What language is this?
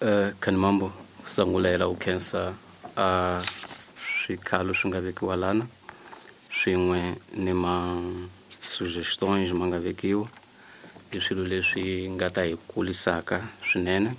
Tsonga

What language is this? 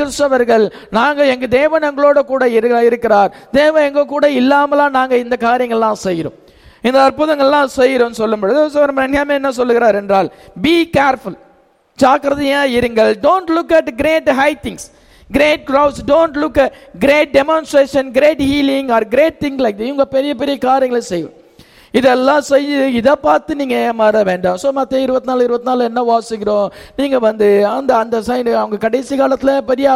Tamil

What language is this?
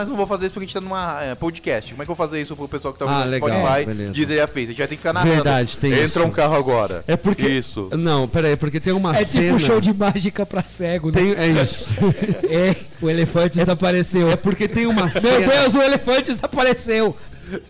Portuguese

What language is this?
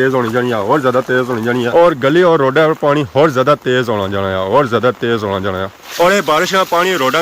Pahari-Potwari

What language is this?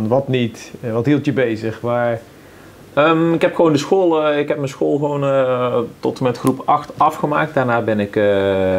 Dutch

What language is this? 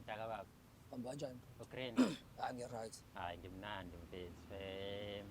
Zulu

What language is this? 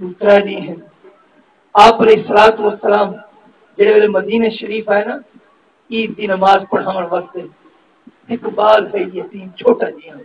Saraiki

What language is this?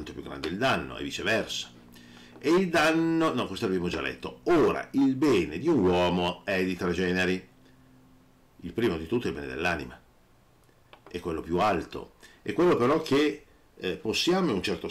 Italian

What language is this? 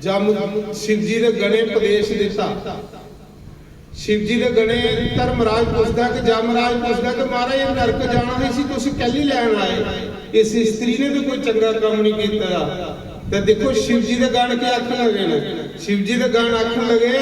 Dogri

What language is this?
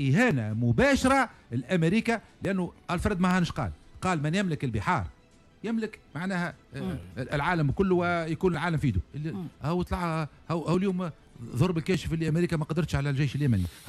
Tunisian Arabic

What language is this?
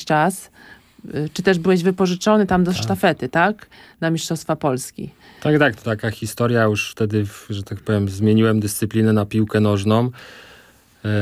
Polish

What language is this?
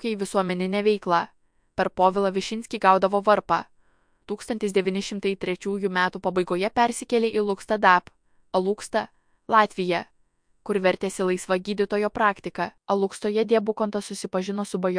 Lithuanian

